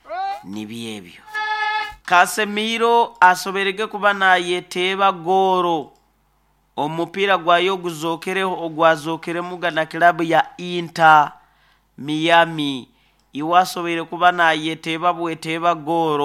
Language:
Nyankole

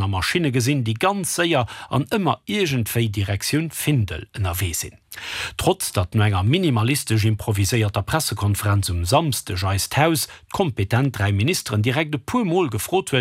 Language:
Luxembourgish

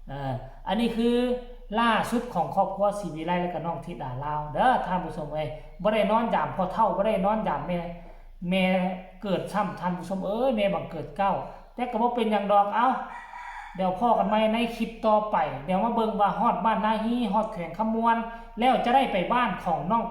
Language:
Northeastern Thai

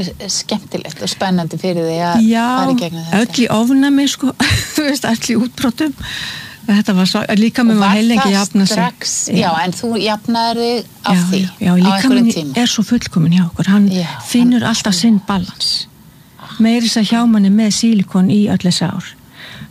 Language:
Icelandic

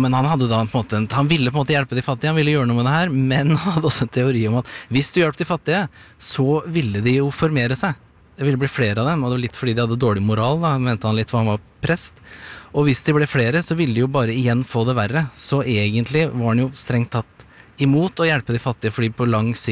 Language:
Norwegian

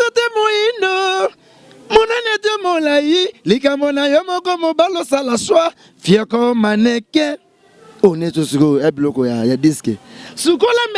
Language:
Lingala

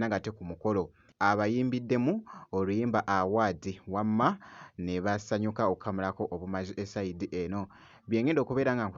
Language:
Ganda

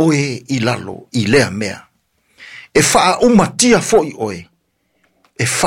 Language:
Samoan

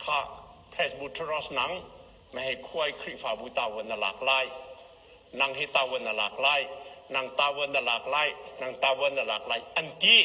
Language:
Hakha Chin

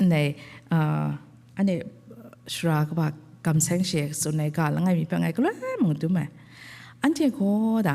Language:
Kachin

